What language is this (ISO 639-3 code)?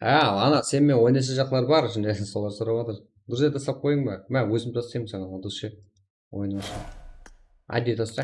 kaa